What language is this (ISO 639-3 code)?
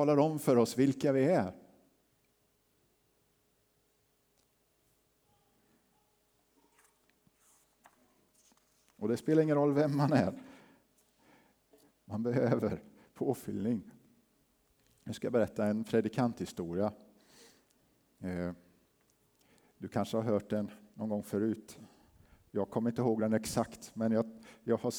swe